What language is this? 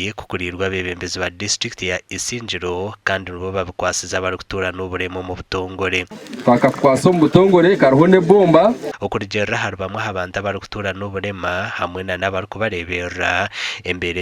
Nyankole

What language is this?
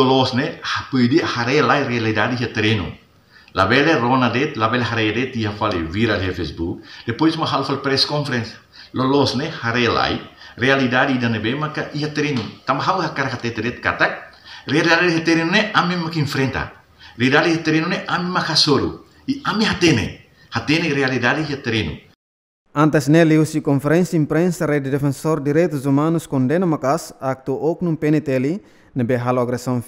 Tetum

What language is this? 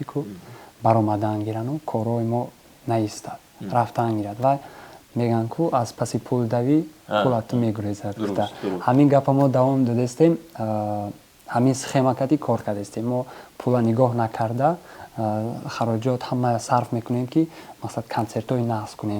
Tajik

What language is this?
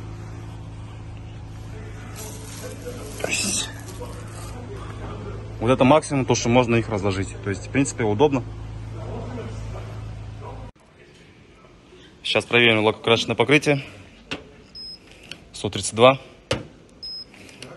Russian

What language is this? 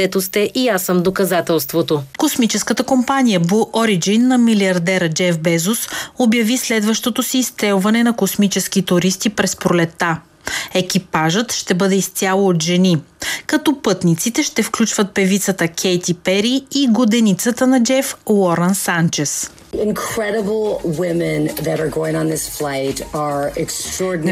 Bulgarian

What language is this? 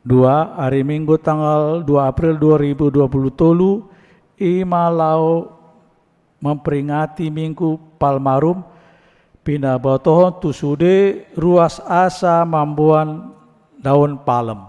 Batak Toba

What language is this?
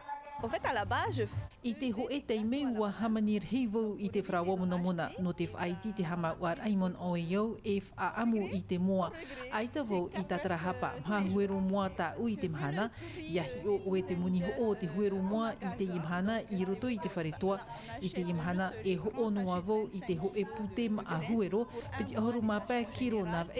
Tahitian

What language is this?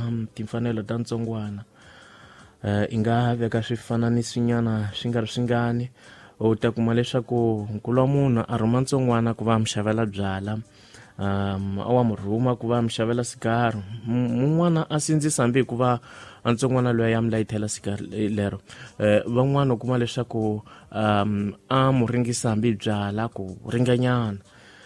Tsonga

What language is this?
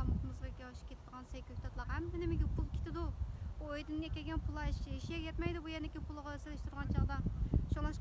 Uyghur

